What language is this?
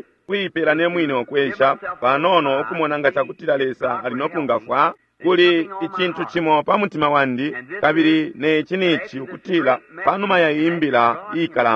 Bemba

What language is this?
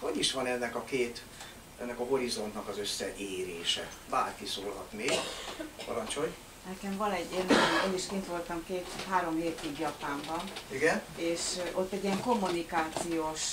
Hungarian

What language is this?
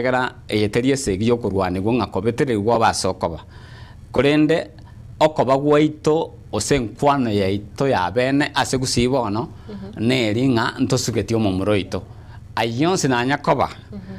Gusii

